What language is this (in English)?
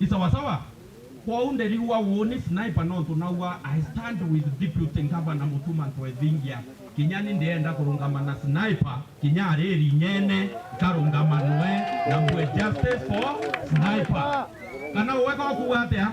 Meru